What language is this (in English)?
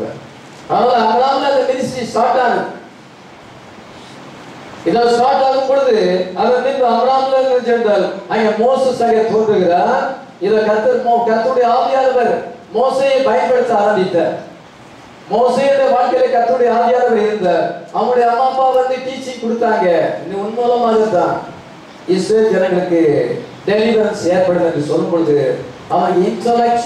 Tamil